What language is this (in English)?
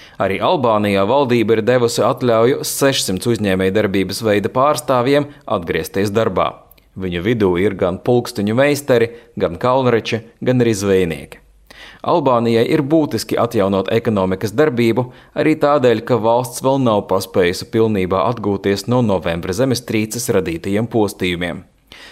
Latvian